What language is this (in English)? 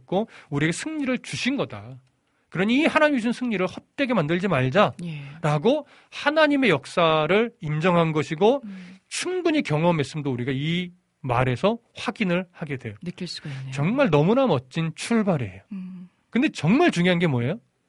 Korean